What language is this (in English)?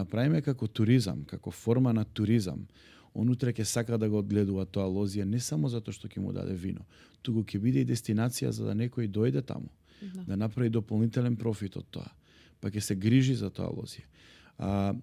Macedonian